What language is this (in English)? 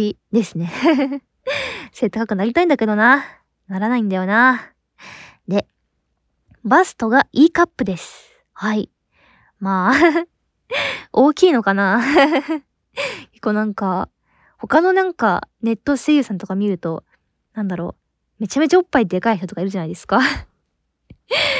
Japanese